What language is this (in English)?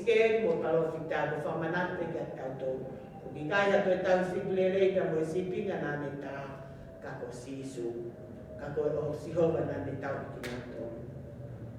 Tongan